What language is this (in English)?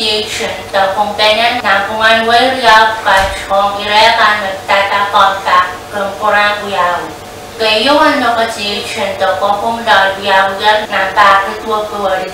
Pohnpeian